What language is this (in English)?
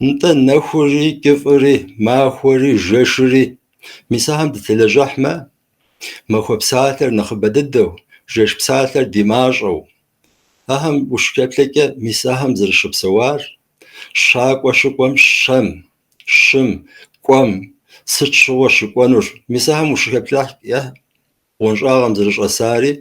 Kabardian